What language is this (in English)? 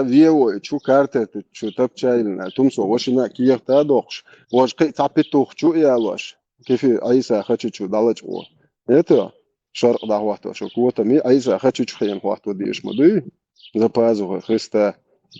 Chechen